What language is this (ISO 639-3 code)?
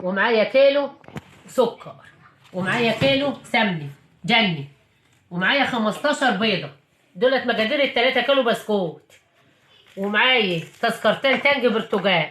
arz